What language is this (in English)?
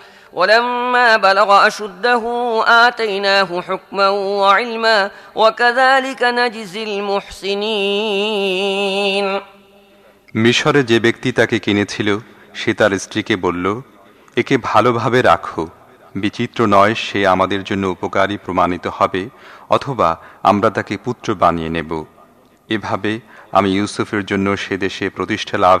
Bangla